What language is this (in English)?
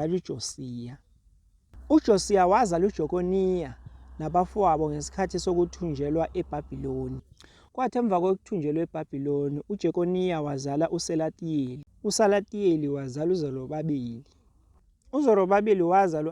Zulu